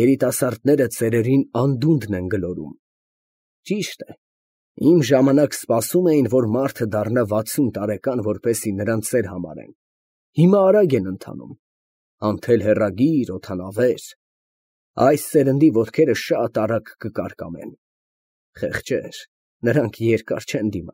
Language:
Armenian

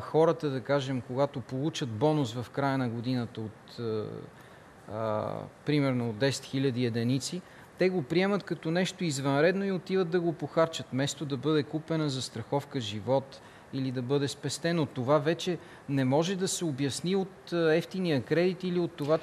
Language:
Bulgarian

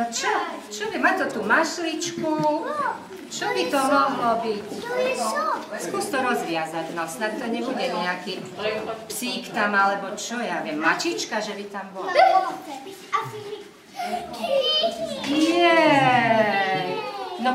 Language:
Slovak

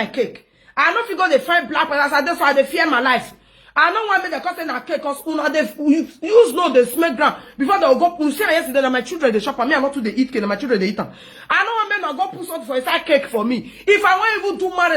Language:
Nigerian Pidgin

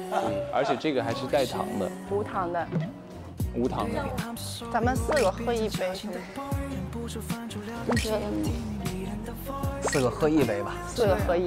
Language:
Chinese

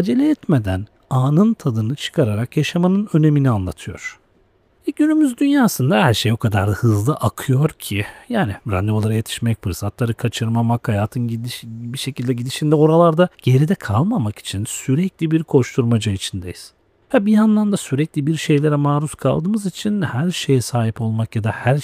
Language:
Turkish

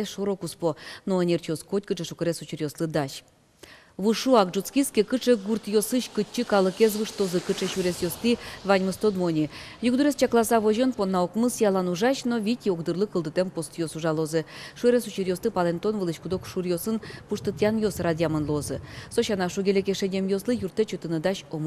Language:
Udmurt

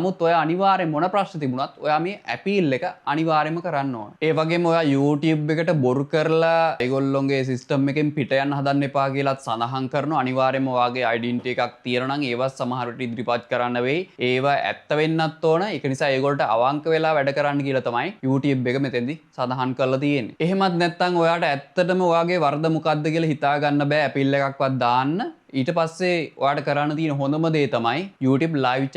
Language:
Sinhala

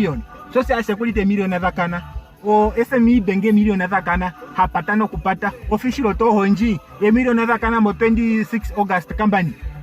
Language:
Ndonga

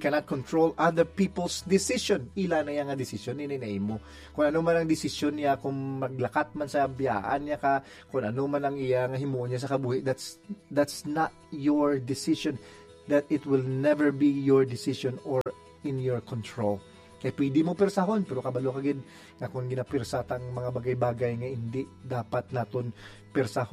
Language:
Hiligaynon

